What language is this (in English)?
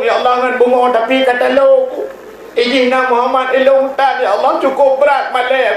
Achinese